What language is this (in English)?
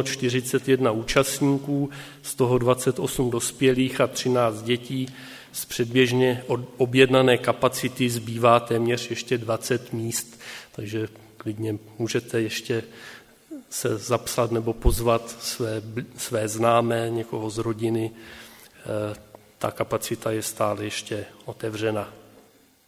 Czech